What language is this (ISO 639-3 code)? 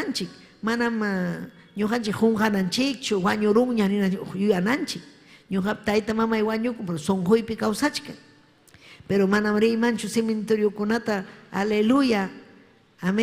quy